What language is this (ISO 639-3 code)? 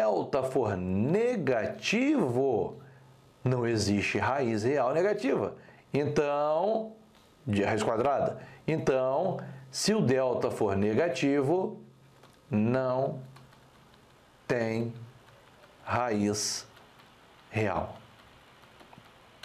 por